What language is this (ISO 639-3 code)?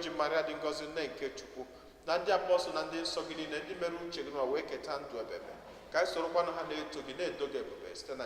ibo